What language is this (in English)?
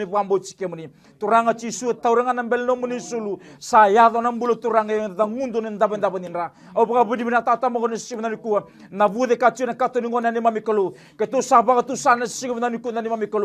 Fijian